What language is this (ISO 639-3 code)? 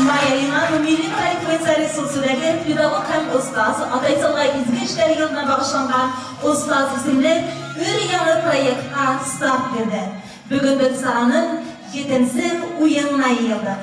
bak